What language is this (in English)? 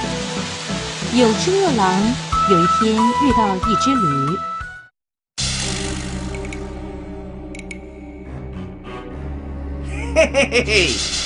Chinese